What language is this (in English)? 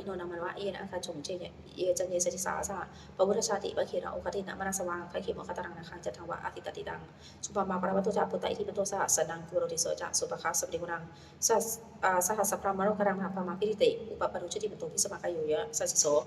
Pali